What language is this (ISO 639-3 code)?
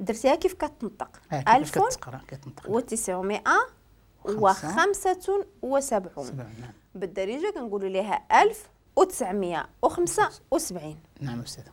ary